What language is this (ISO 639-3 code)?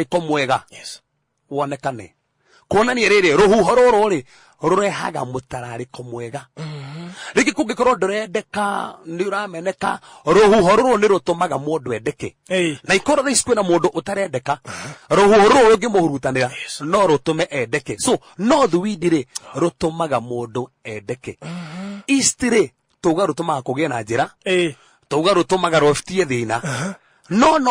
kik